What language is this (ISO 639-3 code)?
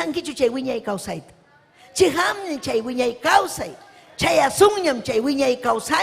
quy